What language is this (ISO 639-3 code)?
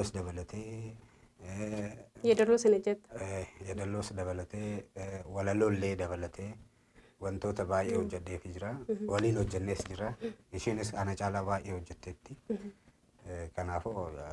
orm